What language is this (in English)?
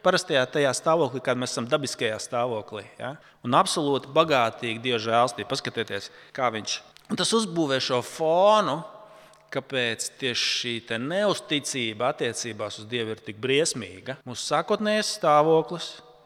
Latvian